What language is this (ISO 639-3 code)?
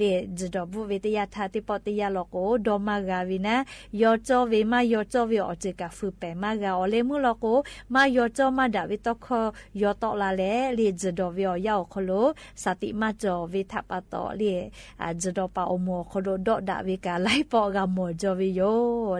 lhu